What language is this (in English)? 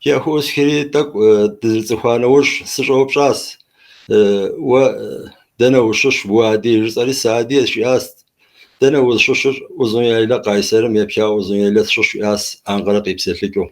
Kabardian